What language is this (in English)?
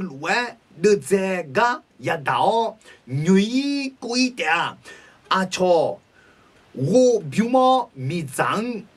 Akha